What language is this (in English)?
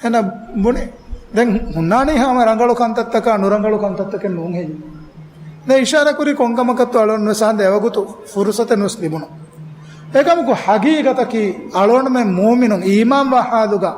Divehi